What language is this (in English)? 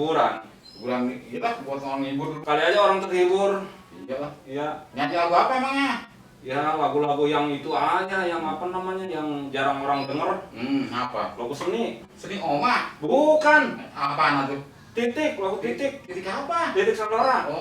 Betawi